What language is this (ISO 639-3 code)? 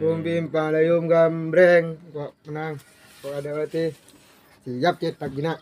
mad